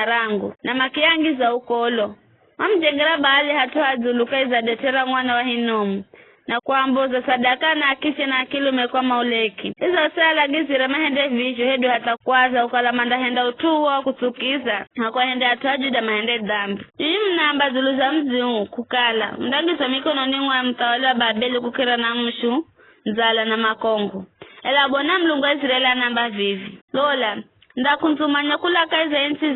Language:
Giryama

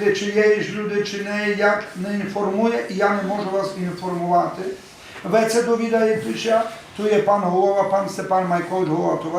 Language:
Rusyn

